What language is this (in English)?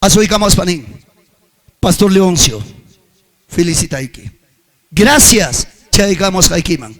Ayacucho Quechua